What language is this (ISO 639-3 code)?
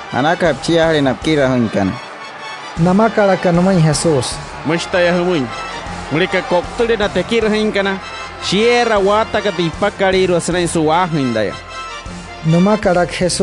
guc